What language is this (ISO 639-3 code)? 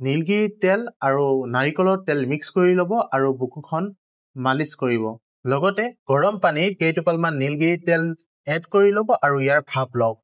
asm